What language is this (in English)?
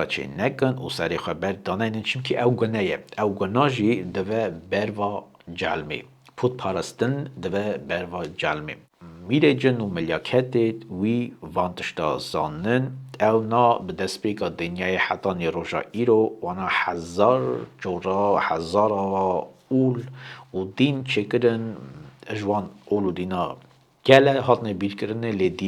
Kurdish